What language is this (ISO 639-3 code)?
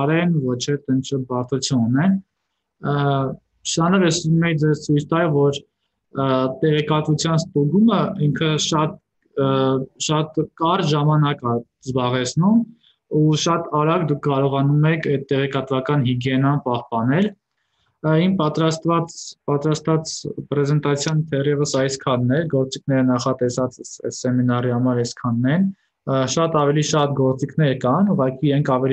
hye